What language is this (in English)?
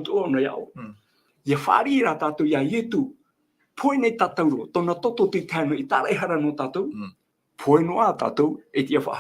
Tahitian